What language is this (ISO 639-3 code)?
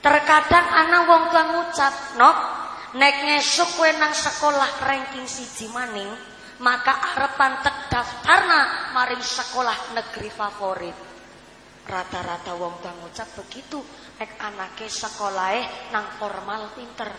jav